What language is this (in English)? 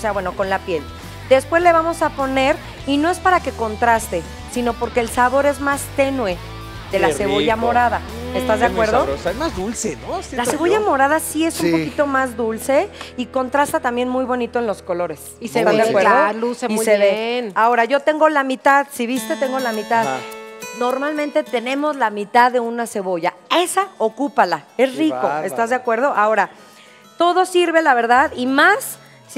Spanish